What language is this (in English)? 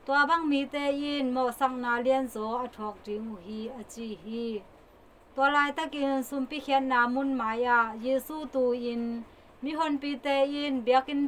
Tedim Chin